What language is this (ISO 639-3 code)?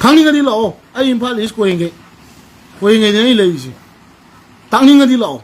mni